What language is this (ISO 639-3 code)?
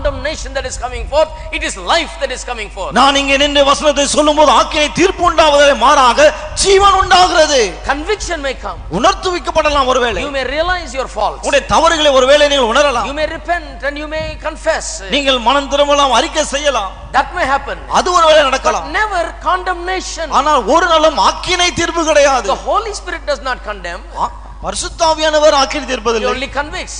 tam